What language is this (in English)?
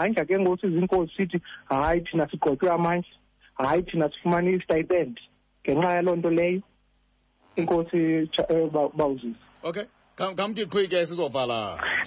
Xhosa